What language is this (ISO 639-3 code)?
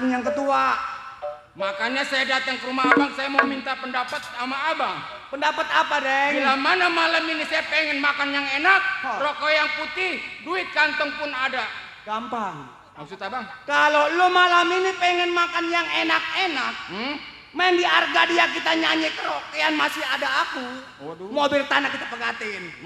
bew